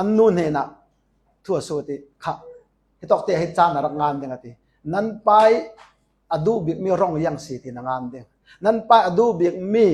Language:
Falam Chin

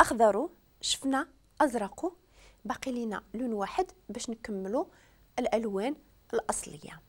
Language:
Moroccan Arabic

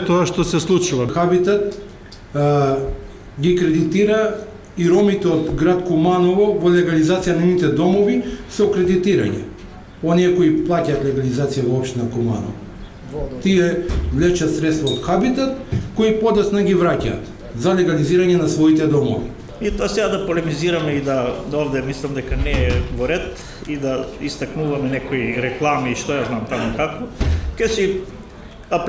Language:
Macedonian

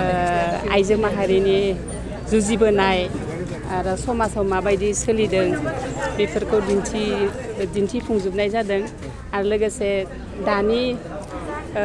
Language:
Bodo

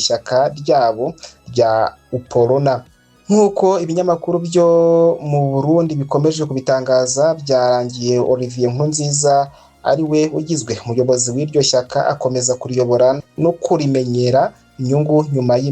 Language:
Kinyarwanda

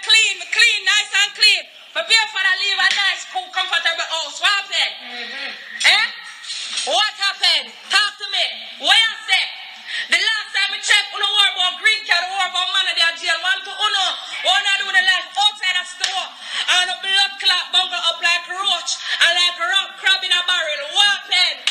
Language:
Jamaican Creole English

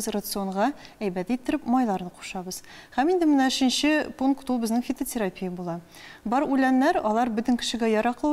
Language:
Tatar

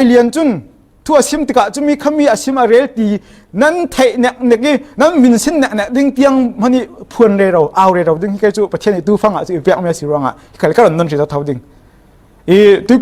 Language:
Falam Chin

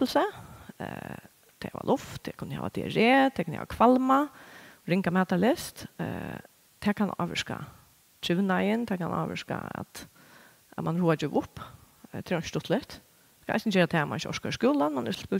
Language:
Faroese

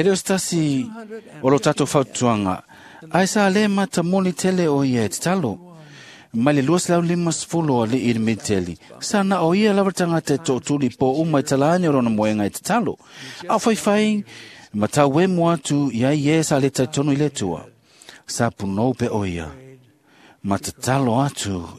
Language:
Samoan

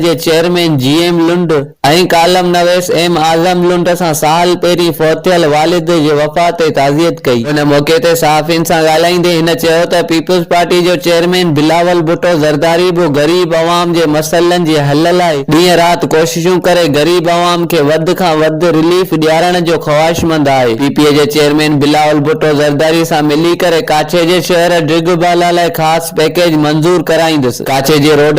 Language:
Sindhi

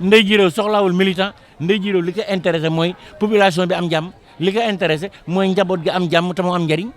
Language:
Wolof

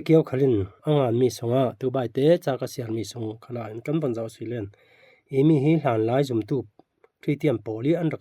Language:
Falam Chin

